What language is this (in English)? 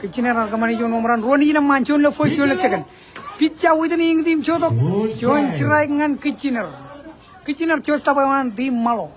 Marshallese